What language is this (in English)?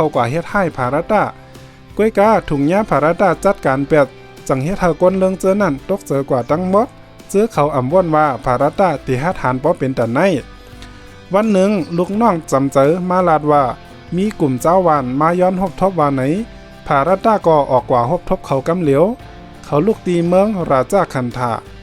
Shan